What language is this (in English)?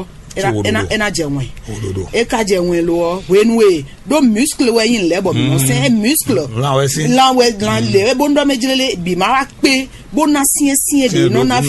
Fon